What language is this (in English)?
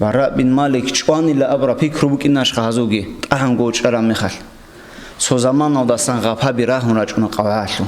Avaric